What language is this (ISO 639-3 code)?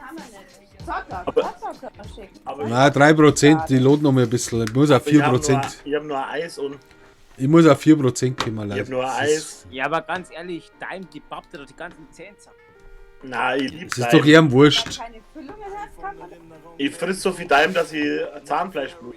bar